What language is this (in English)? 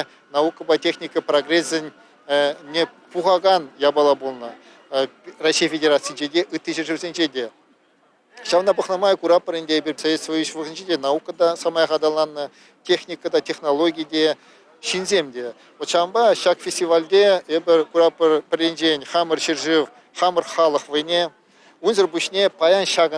Chuvash